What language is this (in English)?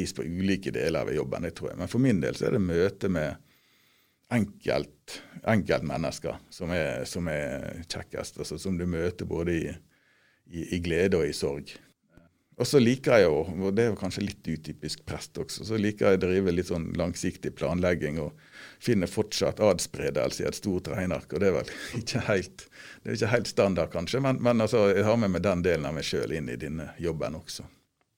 Norwegian